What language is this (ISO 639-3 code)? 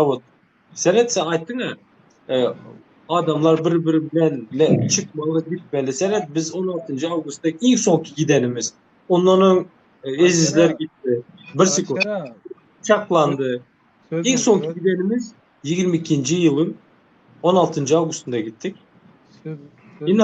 tuk